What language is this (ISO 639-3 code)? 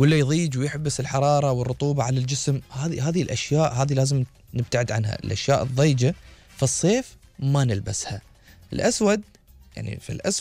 afb